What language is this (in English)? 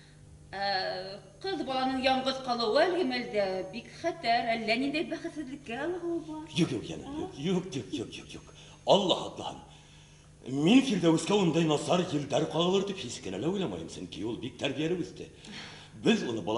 Bashkir